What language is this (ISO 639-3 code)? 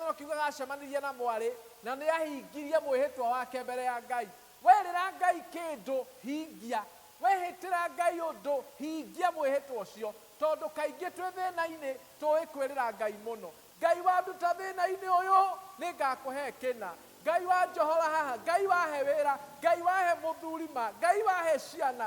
kik